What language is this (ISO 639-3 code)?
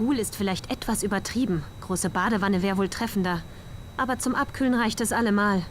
gsw